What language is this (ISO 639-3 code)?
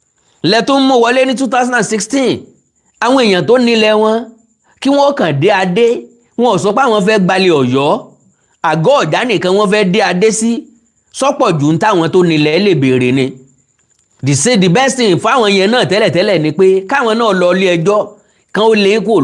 yor